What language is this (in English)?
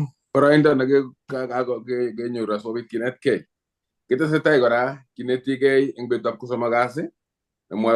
Kalenjin